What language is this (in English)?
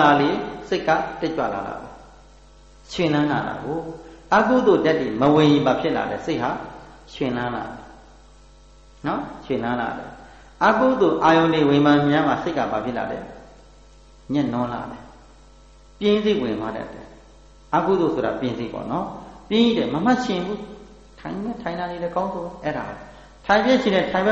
Burmese